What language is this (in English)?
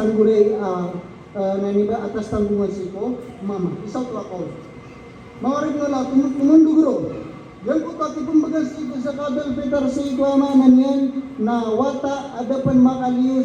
Maranao